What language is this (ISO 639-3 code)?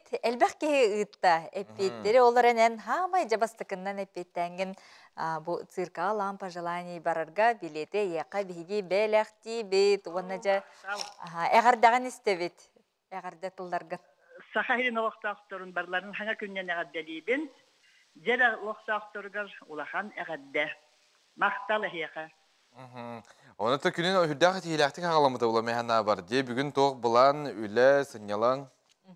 sah